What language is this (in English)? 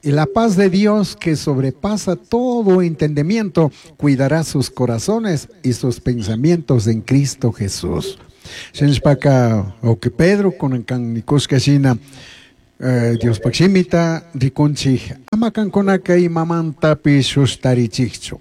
Chimborazo Highland Quichua